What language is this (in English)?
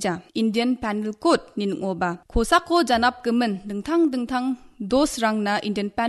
Garo